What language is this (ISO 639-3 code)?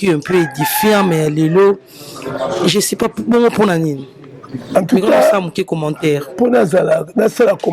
lin